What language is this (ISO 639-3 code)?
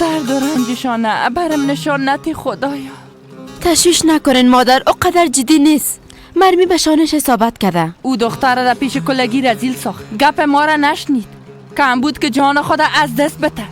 fas